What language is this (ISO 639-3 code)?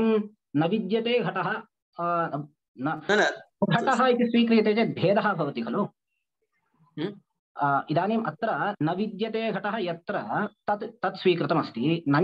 san